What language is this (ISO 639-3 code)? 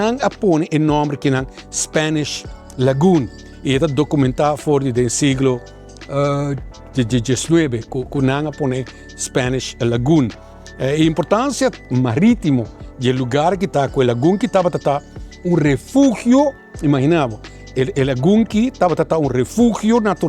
pap